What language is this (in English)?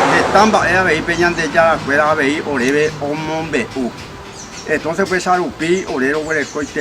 Guarani